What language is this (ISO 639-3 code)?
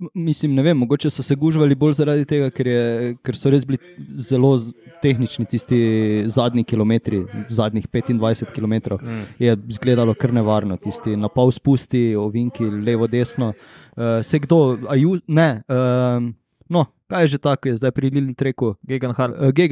slv